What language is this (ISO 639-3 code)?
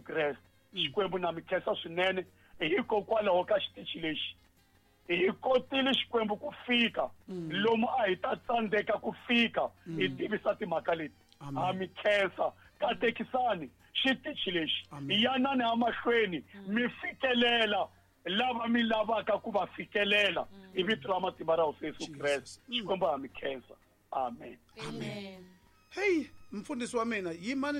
tso